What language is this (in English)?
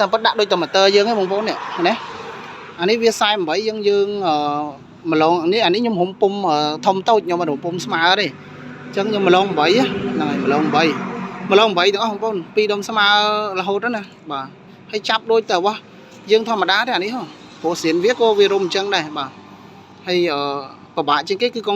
Khmer